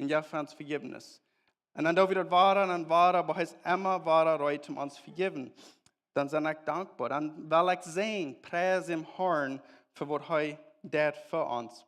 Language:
Plautdietsch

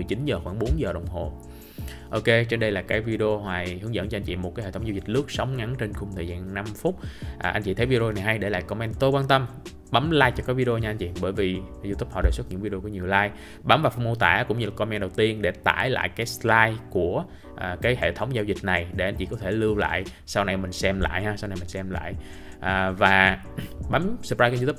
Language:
Vietnamese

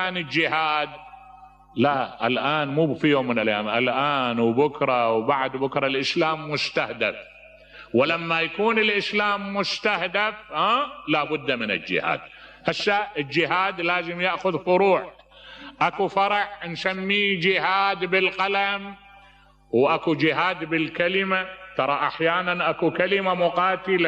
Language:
Mesopotamian Arabic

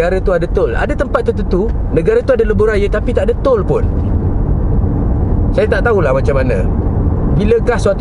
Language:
Malay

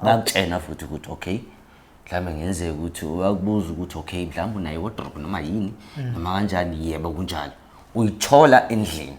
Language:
Zulu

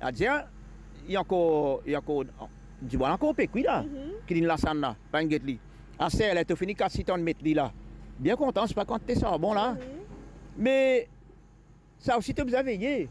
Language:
Morisyen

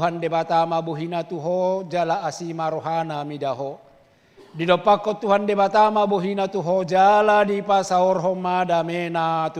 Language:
Batak Toba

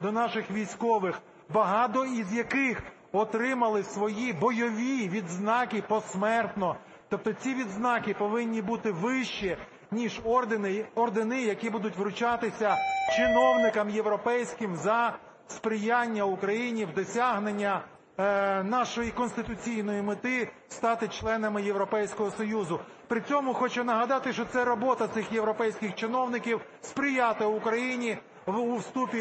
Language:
Ukrainian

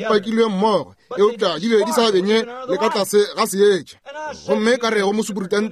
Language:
Northern Sotho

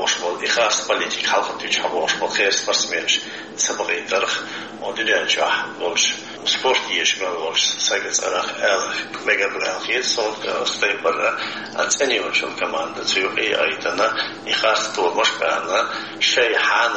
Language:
Chechen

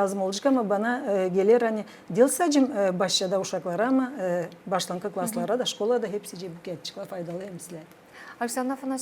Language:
Gagauz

